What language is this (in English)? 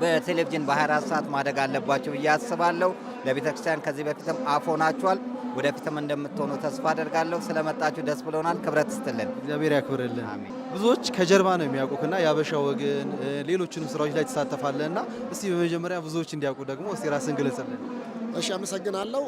Amharic